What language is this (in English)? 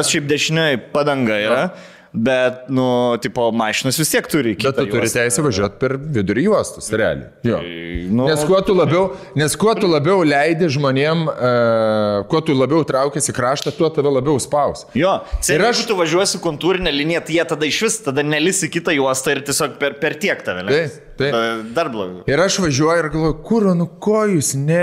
Lithuanian